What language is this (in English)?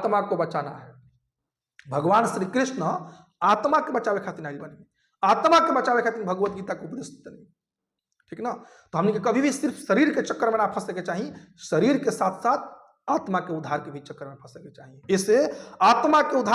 Bhojpuri